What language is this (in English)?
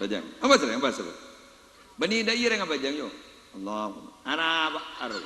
Madurese